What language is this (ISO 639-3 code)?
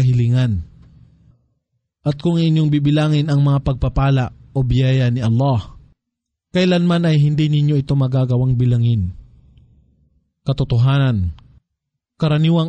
fil